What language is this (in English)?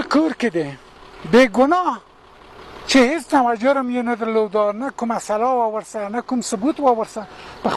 Pashto